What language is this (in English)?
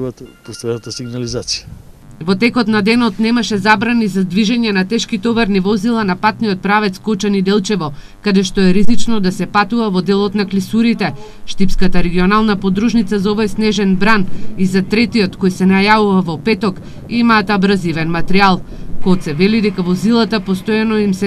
Macedonian